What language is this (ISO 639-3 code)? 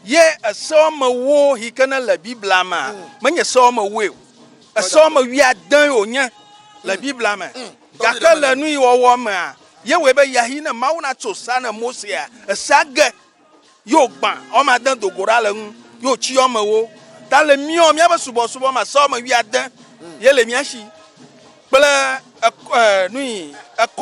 ewe